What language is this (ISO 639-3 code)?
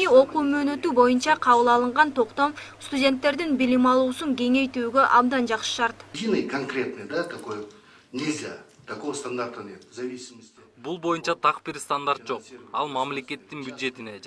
kir